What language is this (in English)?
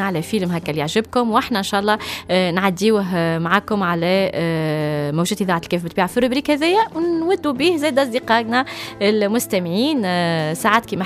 Tunisian Arabic